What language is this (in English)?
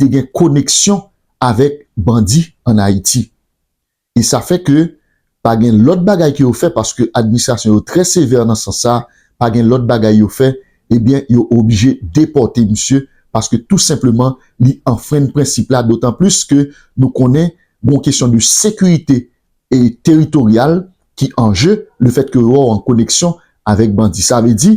Haitian Creole